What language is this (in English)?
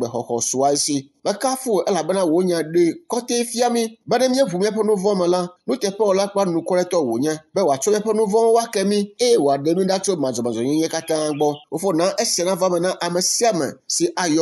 Ewe